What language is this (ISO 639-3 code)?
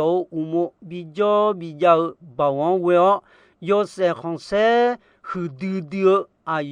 ahk